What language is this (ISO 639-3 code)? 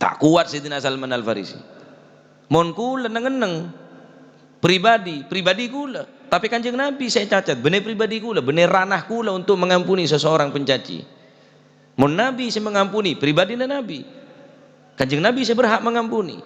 mad